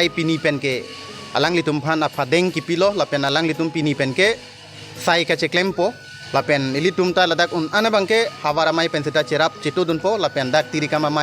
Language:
Karbi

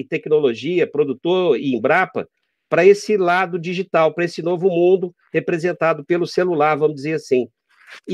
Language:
Portuguese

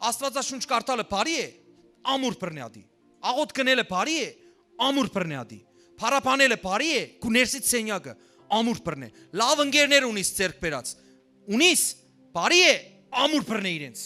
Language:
Western Armenian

